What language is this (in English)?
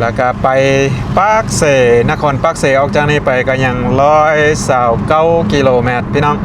Lao